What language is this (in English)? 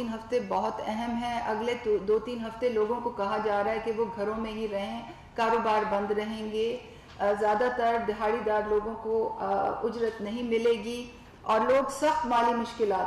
Urdu